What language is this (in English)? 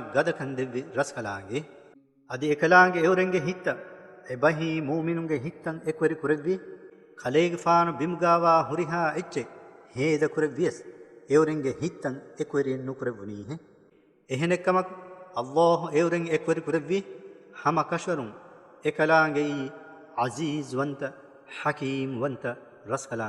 Divehi